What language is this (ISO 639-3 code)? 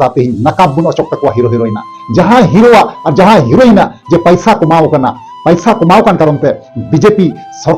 sat